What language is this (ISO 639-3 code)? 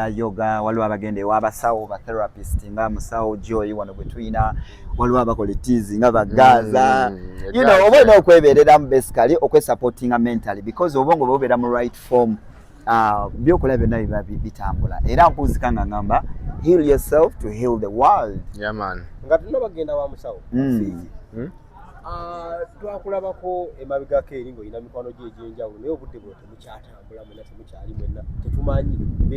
lug